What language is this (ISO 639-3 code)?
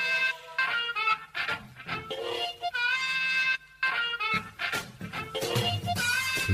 est